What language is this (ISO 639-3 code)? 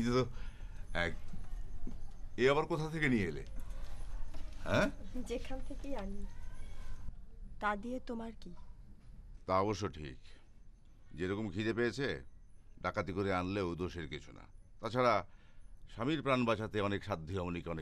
ben